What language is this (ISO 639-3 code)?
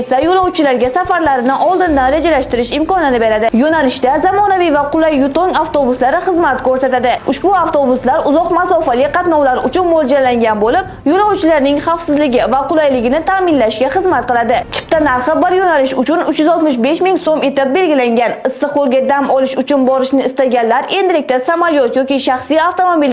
uzb